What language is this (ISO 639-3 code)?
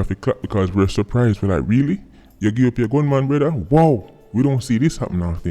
jam